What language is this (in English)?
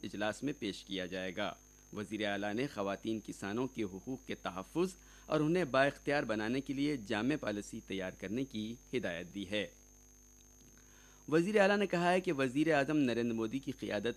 Urdu